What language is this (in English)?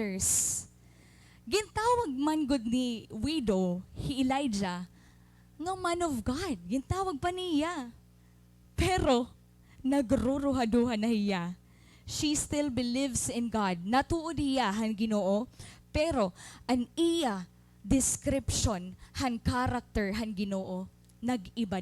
Waray